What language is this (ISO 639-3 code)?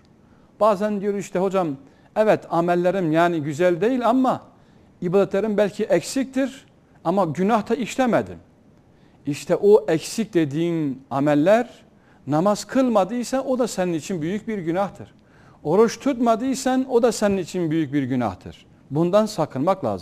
tur